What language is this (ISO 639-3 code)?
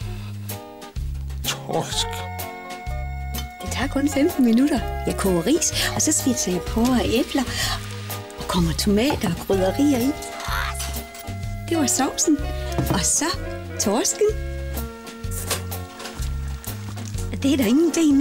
dan